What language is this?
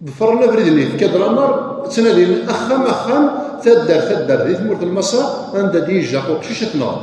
Kabyle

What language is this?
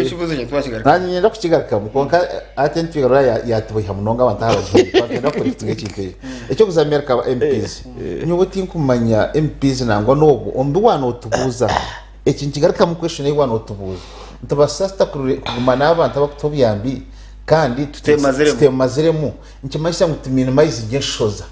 Nyankole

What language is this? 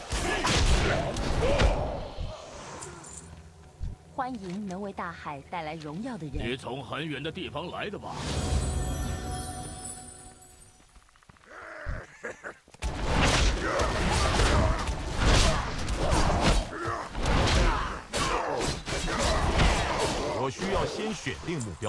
Chinese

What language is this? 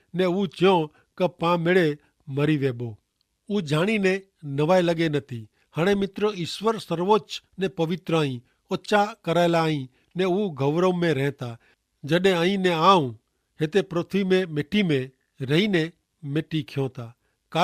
Kachhi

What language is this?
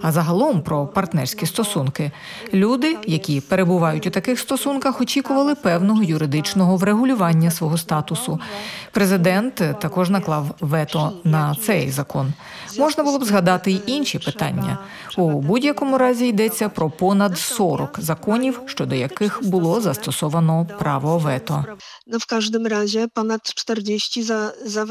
Ukrainian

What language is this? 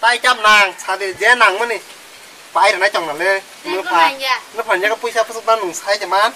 Kok Borok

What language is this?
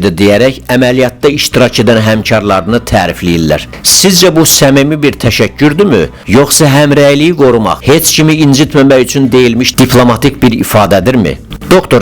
Azerbaijani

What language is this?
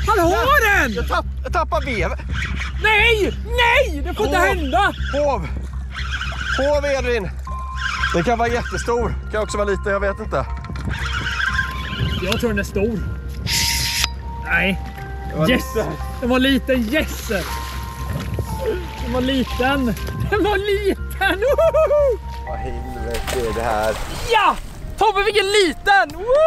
Swedish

